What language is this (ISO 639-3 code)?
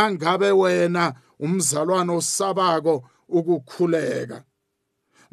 nbl